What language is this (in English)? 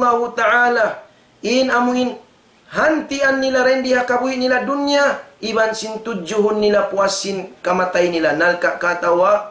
Tausug